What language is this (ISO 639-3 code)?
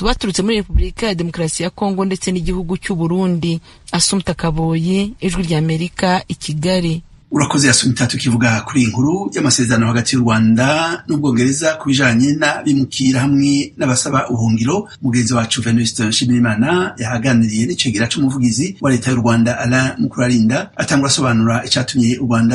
kin